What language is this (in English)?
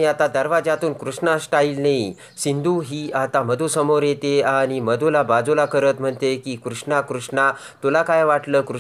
Marathi